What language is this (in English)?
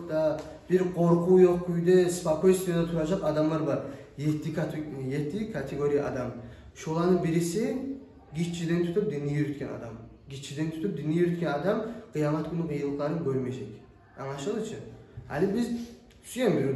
Kumyk